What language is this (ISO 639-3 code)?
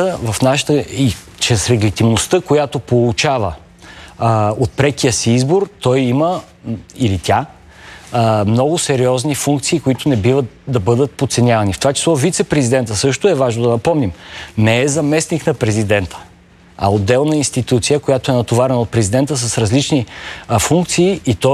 bul